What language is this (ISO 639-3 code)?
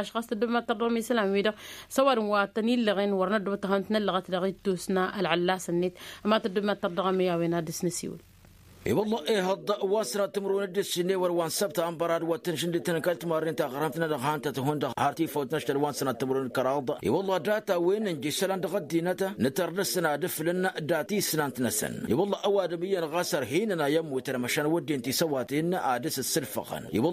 taq